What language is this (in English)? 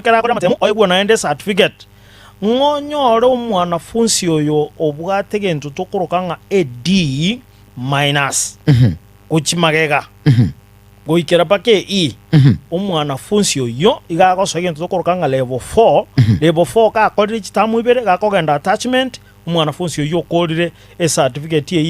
Gusii